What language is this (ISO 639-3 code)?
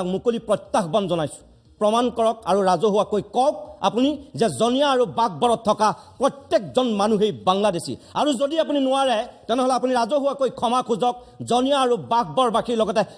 asm